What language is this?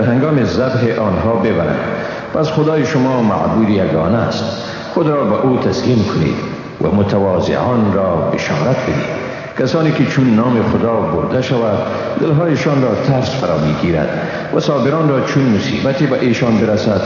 Persian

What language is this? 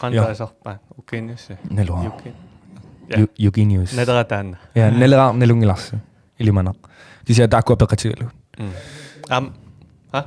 Kalaallisut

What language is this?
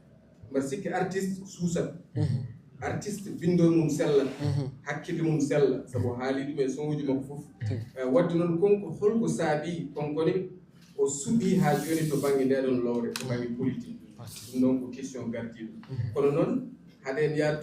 Fula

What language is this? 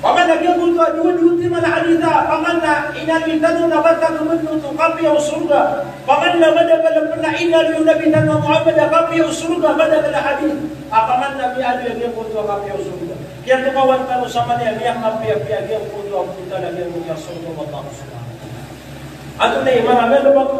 Maranao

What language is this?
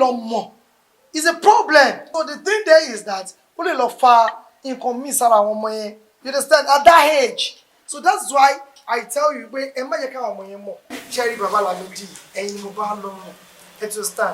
Yoruba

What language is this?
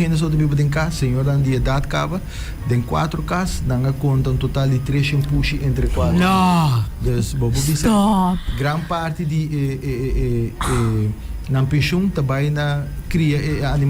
Papiamento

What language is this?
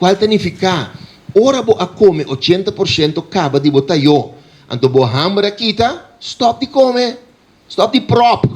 Papiamento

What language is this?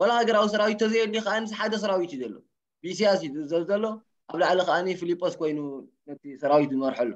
Tigrinya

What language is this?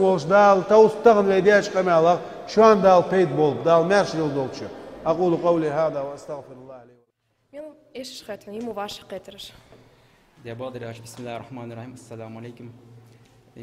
Ingush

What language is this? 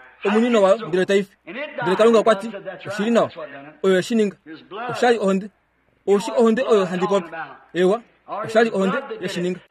Kuanyama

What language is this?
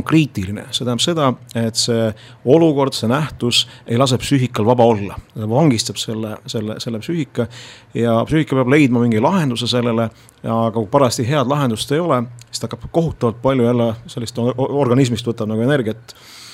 Estonian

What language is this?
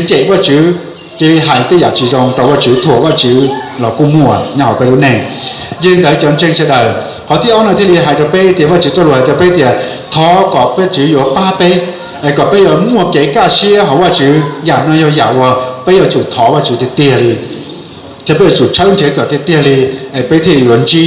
Hmong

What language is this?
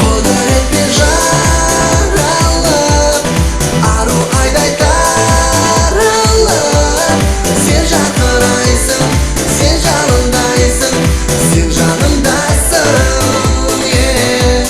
Kara-Kalpak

